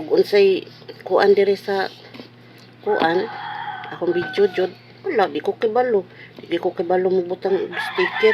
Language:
Cebuano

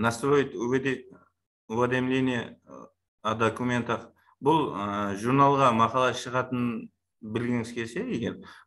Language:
Kara-Kalpak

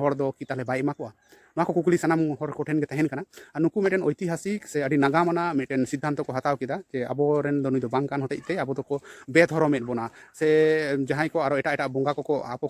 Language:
Santali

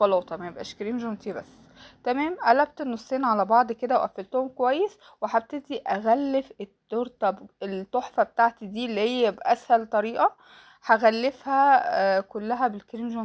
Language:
Egyptian Arabic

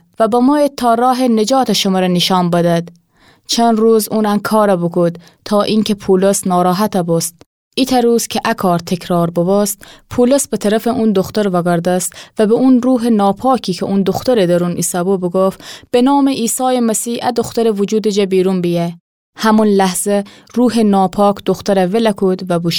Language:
Gilaki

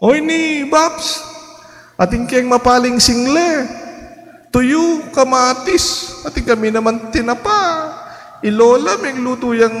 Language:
Pampanga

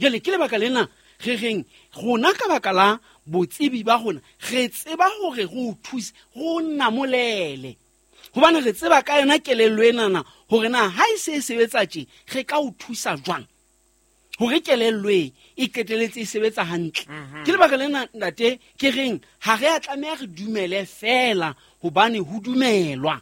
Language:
Southern Sotho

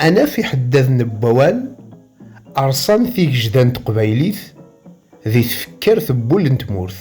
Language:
Kabyle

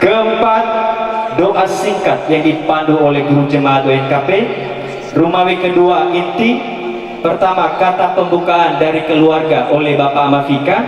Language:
Nias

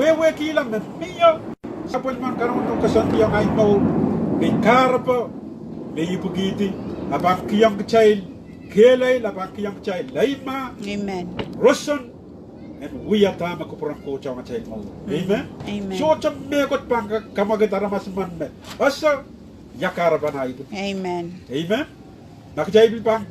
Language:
Pohnpeian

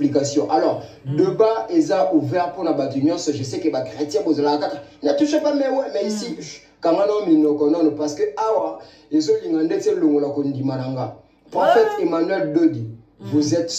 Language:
Lingala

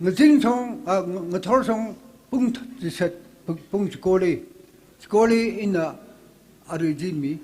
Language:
Tangkhul Naga (India)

